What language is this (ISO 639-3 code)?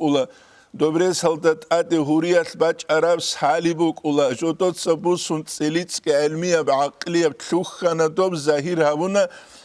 ava